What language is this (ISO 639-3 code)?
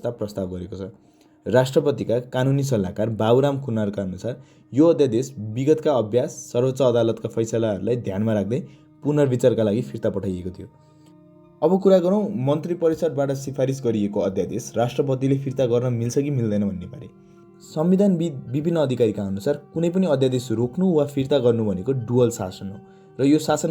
nep